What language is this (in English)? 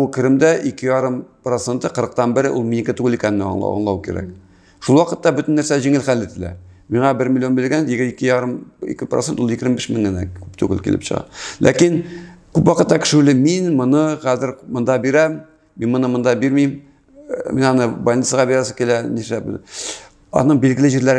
Tatar